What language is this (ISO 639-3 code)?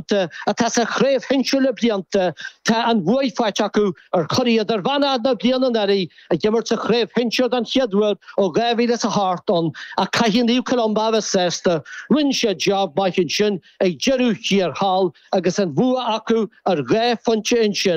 gle